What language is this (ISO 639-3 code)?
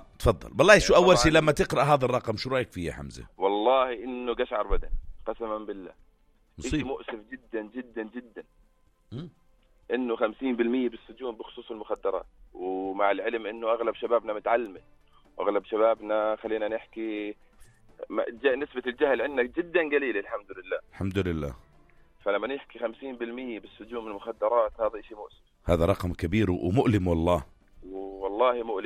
apc